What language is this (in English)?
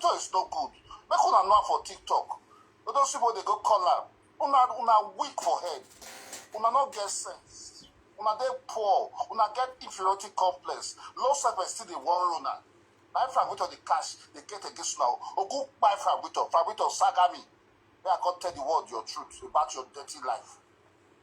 Nigerian Pidgin